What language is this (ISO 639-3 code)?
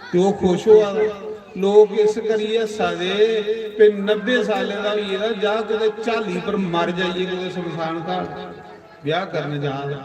doi